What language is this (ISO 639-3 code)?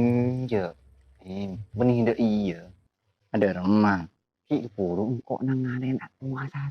mad